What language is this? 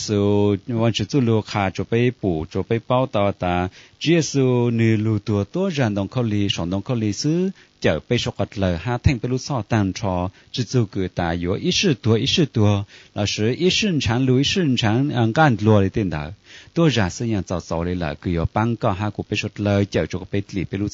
Hmong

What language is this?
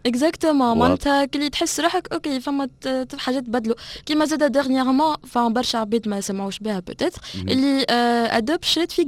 Tunisian Arabic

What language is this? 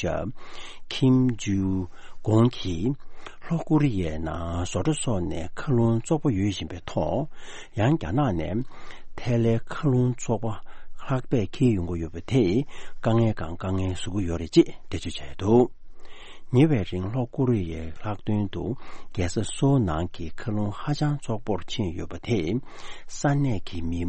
Tibetan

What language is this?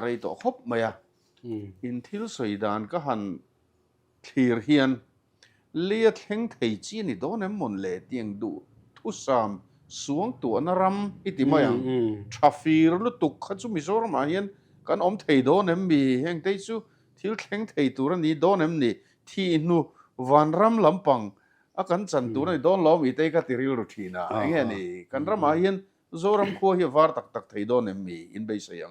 Mizo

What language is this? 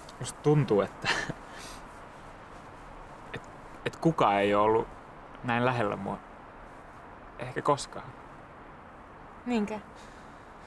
Finnish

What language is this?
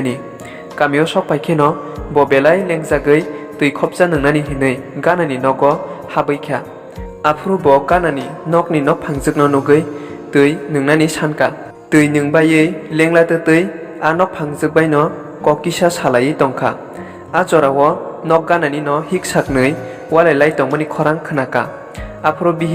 Kok Borok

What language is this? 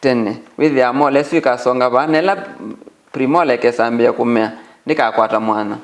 Kamba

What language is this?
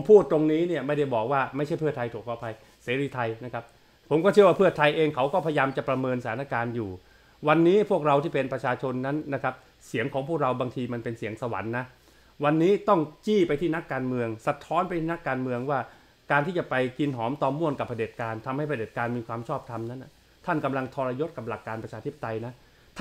Thai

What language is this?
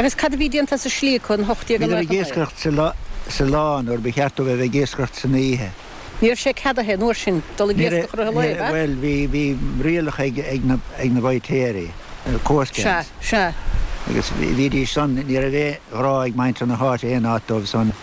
Irish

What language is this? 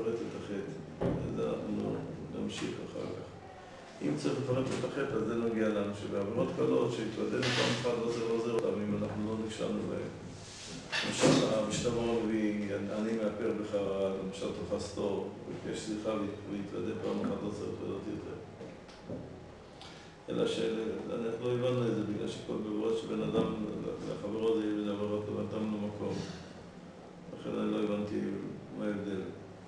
Hebrew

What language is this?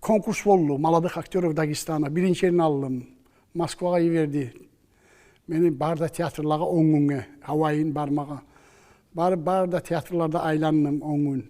Kumyk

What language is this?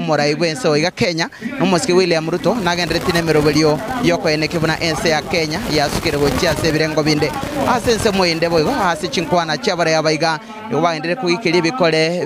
Gusii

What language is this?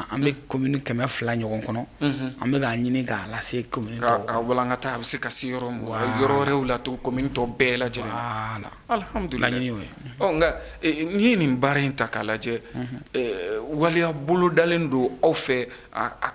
Bambara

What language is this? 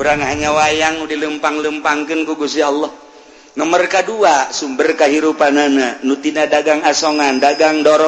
Sundanese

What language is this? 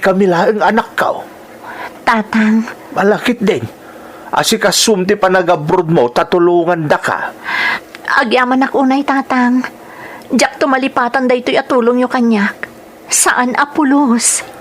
Iloko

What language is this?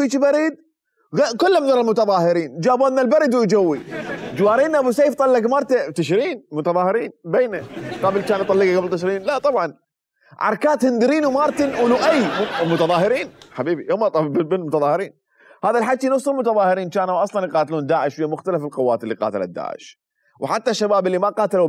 Mesopotamian Arabic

